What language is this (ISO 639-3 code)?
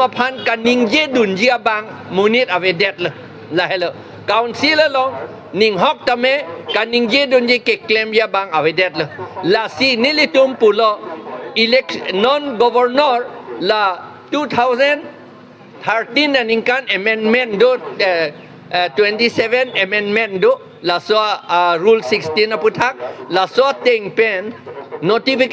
mjw